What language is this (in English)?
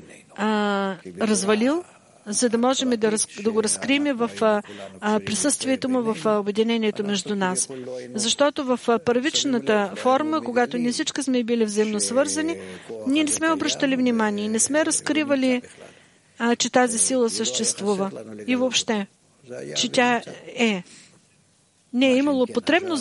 Bulgarian